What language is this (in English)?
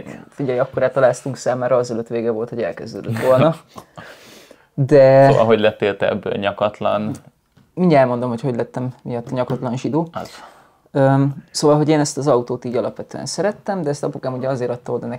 Hungarian